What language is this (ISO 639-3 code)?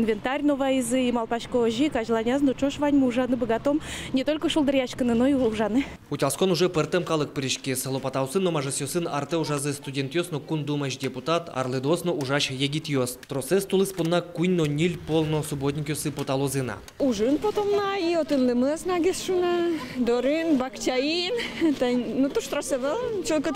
udm